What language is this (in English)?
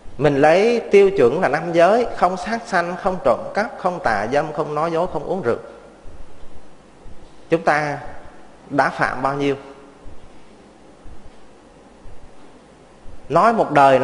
Vietnamese